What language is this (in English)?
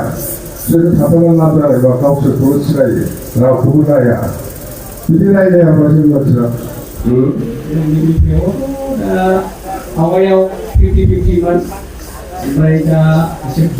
Bodo